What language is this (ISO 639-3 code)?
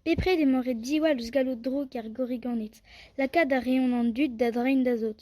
bre